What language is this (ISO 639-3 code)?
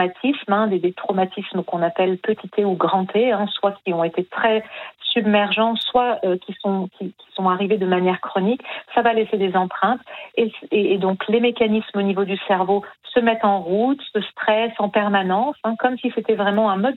fra